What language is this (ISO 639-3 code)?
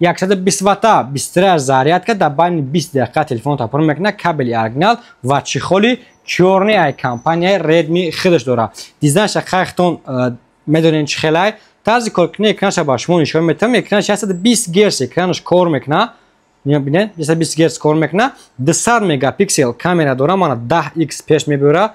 tgk